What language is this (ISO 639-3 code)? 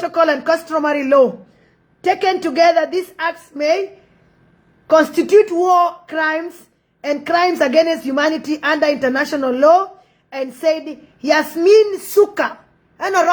nus